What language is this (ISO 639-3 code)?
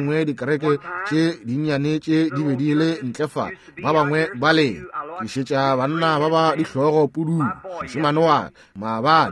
nso